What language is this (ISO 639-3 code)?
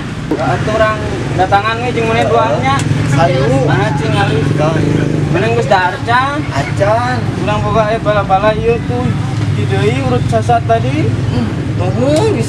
sun